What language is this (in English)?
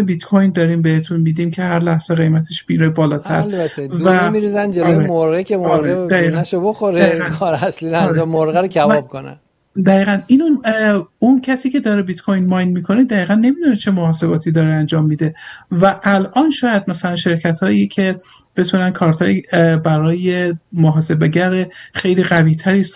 Persian